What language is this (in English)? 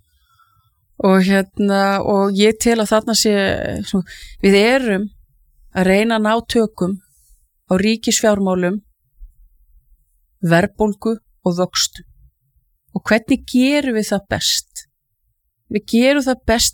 Icelandic